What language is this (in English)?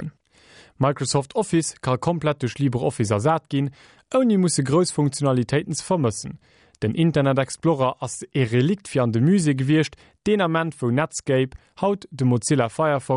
Luxembourgish